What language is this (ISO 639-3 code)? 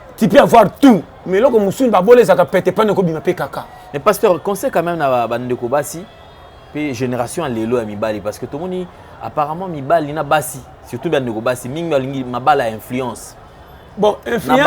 lin